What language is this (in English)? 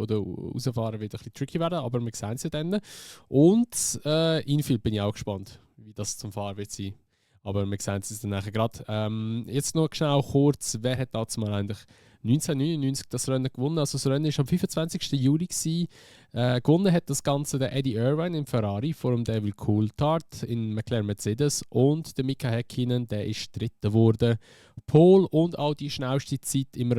Swiss German